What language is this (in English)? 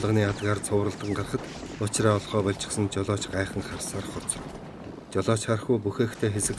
Mongolian